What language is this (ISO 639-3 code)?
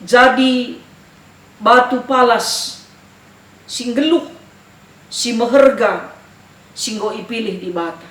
btx